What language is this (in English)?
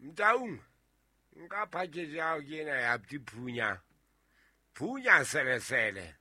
Southern Sotho